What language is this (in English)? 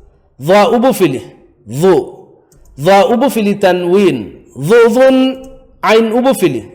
Divehi